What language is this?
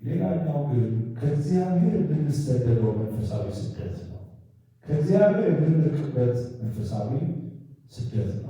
Amharic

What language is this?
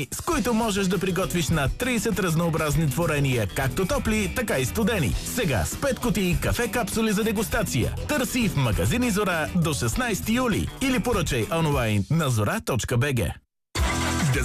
Bulgarian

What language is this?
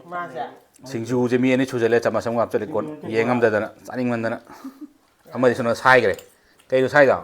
Manipuri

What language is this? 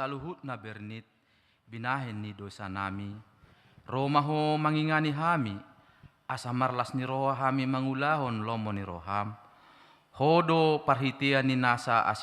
Batak Toba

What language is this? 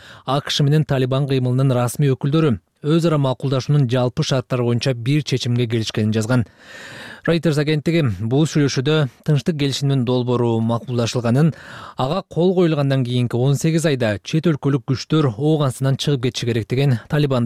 Kyrgyz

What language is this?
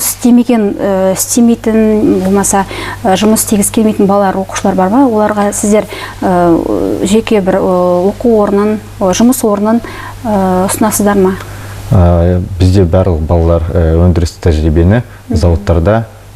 Kazakh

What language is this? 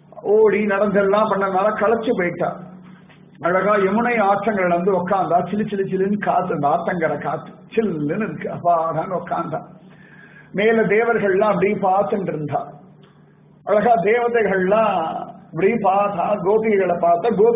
Tamil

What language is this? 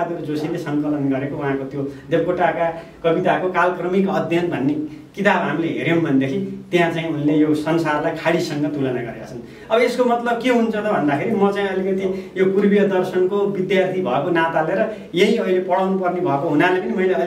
Nepali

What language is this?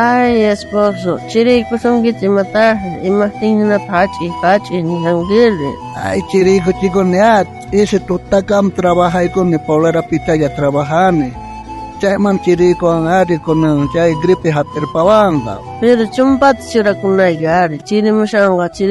South Bolivian Quechua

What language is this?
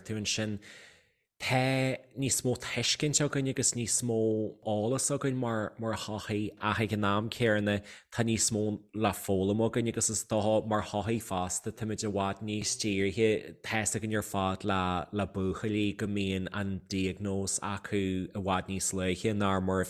Irish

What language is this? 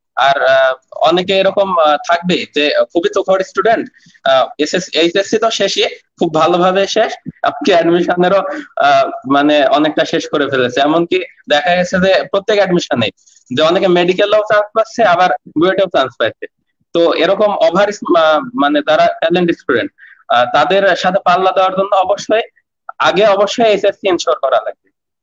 Bangla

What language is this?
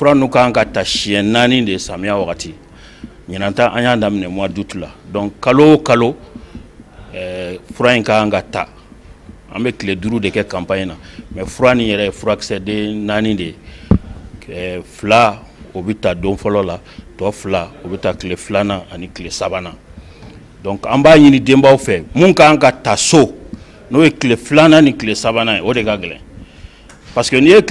Bambara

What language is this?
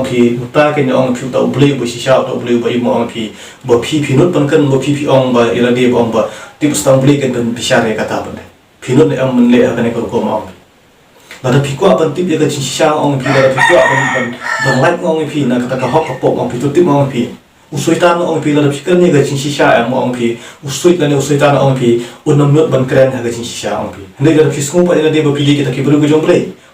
Khasi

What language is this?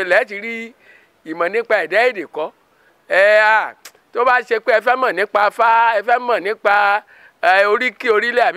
Yoruba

